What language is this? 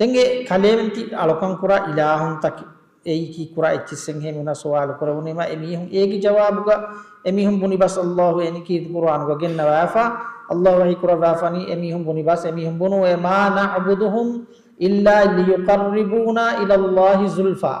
Divehi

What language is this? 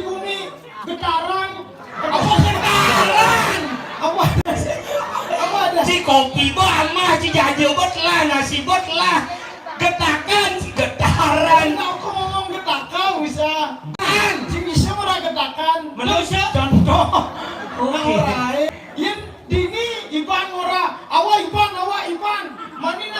Balinese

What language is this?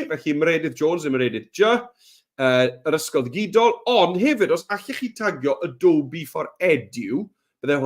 Welsh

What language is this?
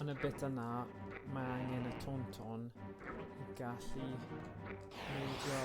Welsh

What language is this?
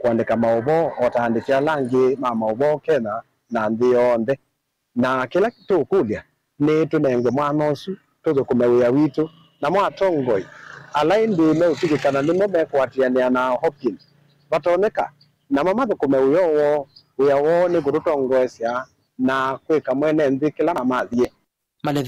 Kamba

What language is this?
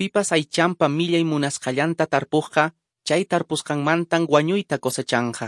Quechua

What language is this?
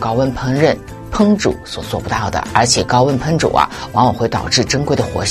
Chinese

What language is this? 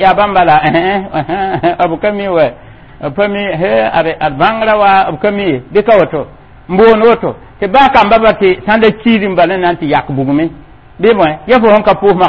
Mossi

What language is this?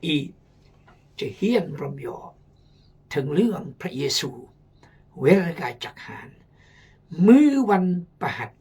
Khmu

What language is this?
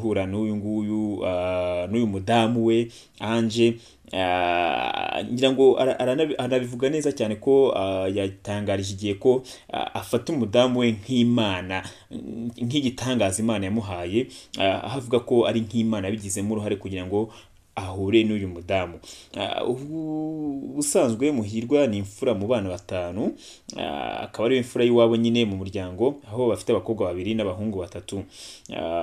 Kinyarwanda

